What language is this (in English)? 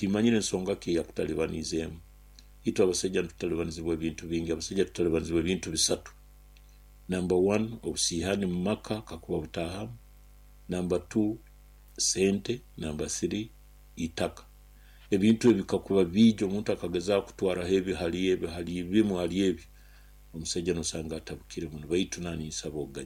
Nyoro